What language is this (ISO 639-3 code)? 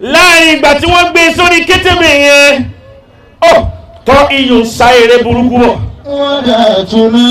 yor